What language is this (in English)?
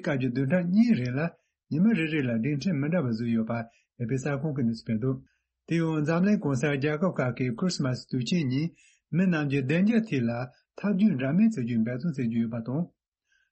Tibetan